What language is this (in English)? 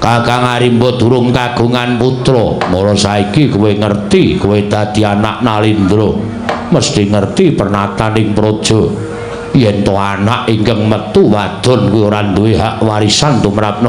Javanese